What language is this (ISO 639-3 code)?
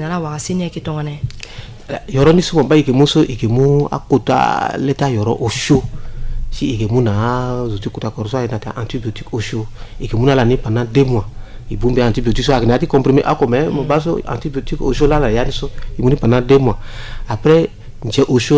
sag